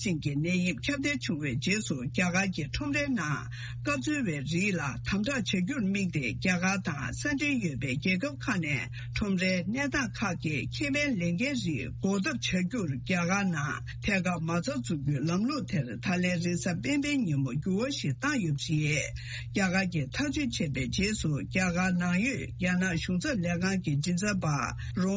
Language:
Tibetan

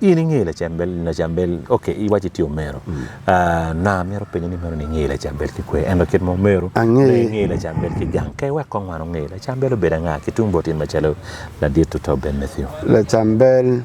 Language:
Acoli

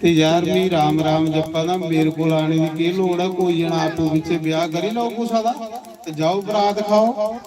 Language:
Dogri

